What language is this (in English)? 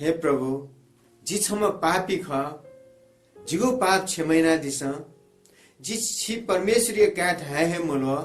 Newari